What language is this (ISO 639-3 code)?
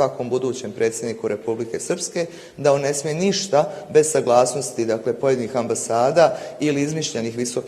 bos